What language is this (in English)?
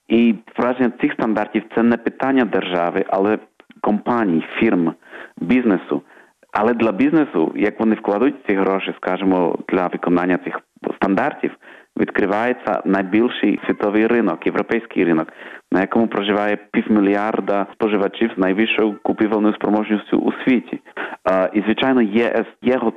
Ukrainian